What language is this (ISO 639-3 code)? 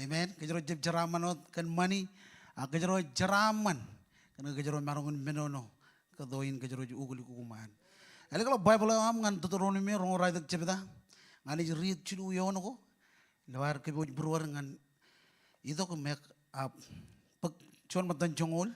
mah